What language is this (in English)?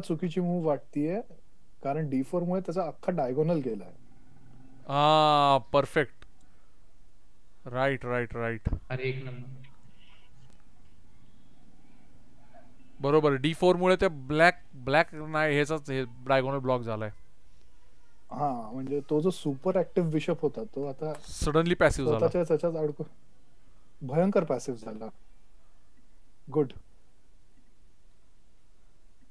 Marathi